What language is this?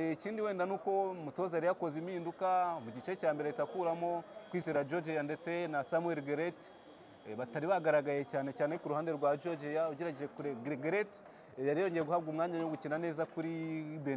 Kinyarwanda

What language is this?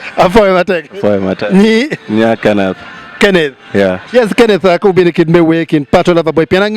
Acoli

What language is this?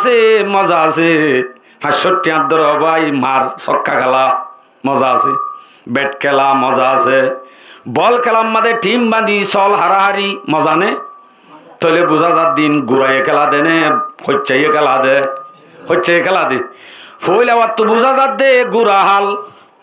Rohingya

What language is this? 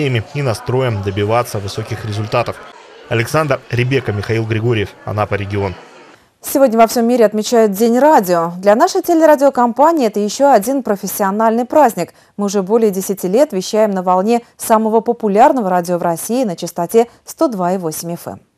Russian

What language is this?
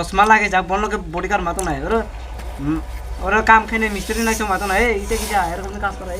Kok Borok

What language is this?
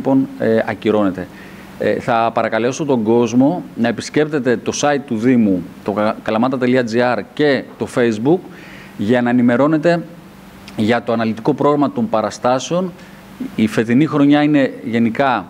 Greek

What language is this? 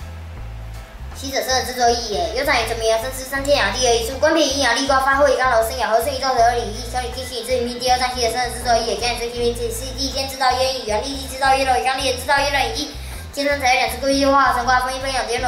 Literary Chinese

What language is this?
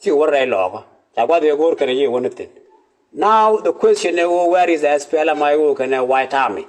Nuer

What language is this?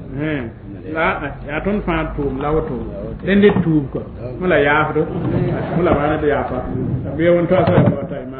Mossi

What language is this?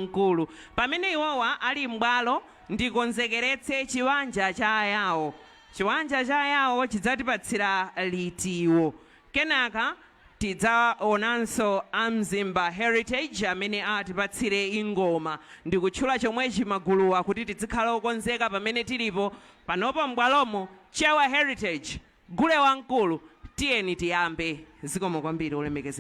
Nyanja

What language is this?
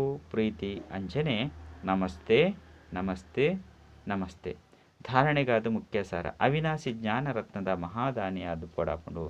Tulu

